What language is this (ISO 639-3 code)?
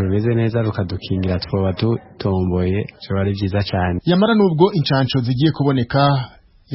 run